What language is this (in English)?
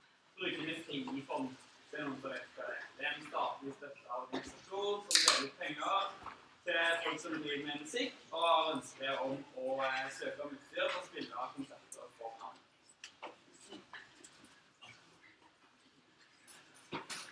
Norwegian